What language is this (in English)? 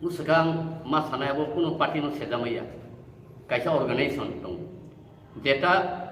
Riang (India)